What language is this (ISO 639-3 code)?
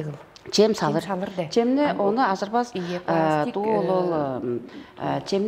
tyv